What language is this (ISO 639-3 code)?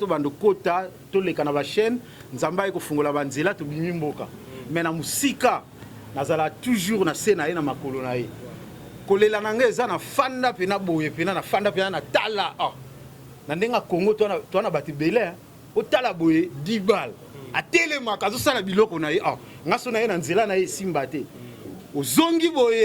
lin